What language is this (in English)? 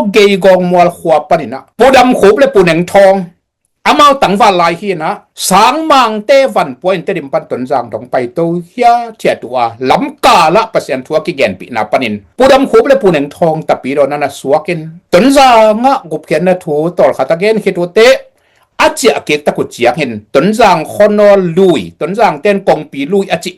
Tedim Chin